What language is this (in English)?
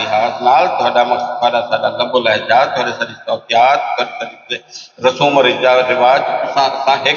Saraiki